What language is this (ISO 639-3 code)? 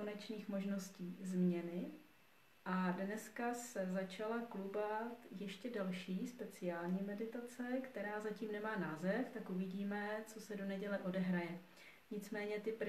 ces